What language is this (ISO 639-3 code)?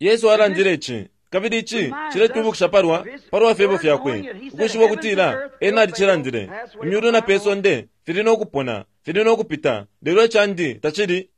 bem